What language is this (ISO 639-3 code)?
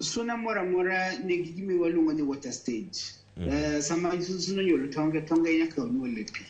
luo